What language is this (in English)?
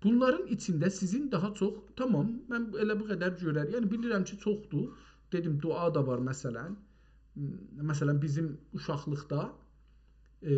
South Azerbaijani